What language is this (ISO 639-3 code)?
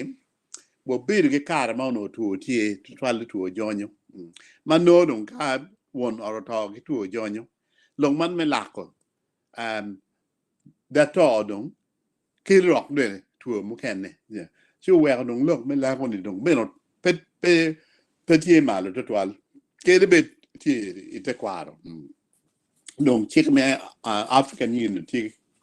ach